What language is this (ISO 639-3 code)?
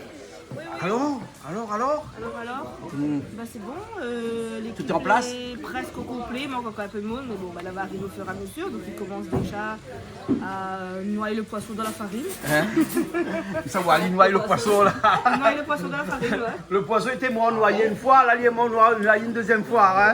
rcf